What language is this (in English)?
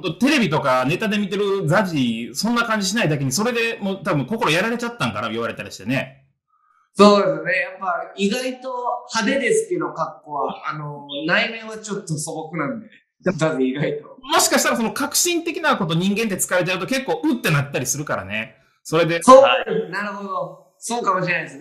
Japanese